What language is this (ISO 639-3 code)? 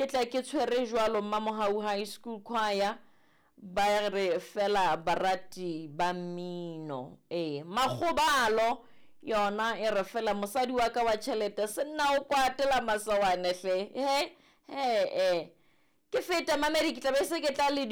sot